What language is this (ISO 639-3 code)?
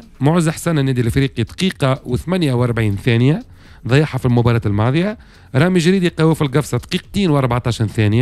aeb